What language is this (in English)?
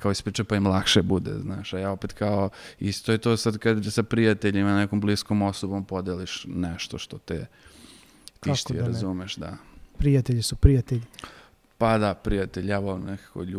Serbian